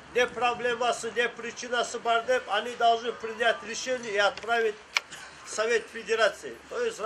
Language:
Kumyk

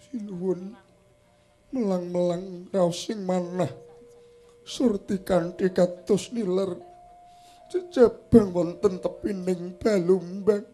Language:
Javanese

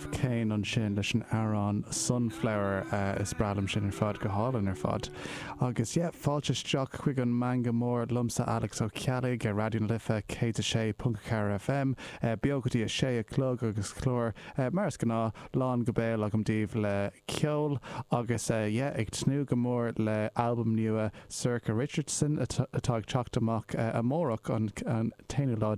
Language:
Irish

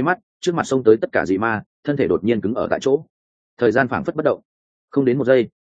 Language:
Vietnamese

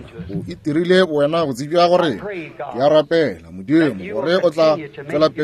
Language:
Northern Sotho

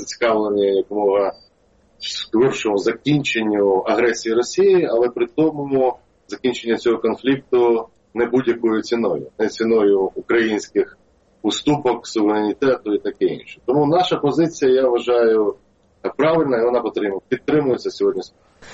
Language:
Ukrainian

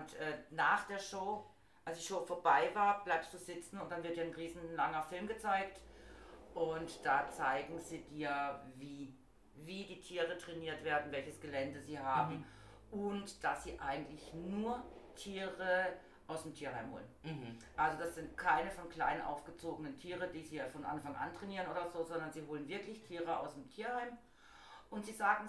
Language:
German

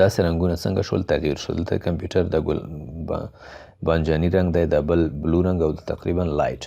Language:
Pashto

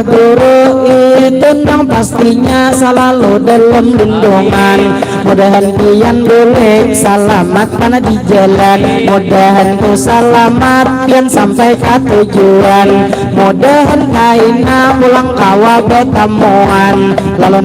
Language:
Banjar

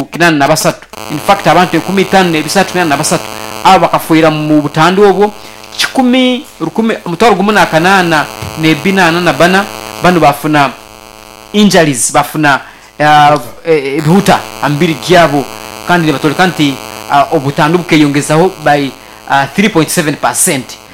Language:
Nyoro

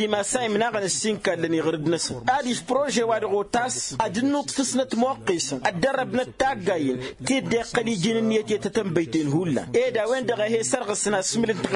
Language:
Tamasheq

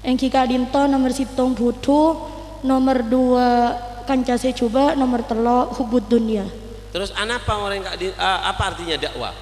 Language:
Madurese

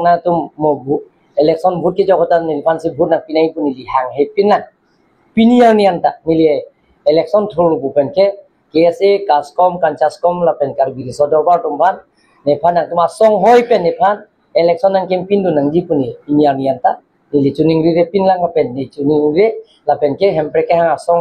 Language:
Karbi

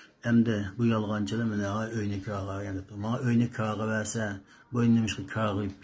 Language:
Uyghur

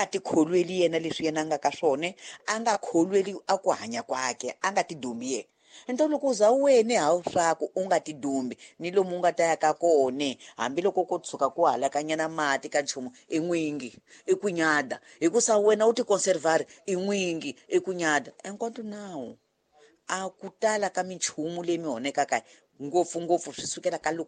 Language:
Tsonga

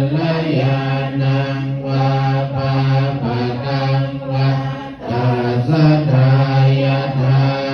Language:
Pali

